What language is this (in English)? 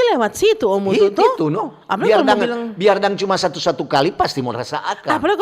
Manado Malay